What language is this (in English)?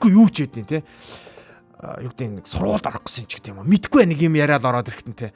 Mongolian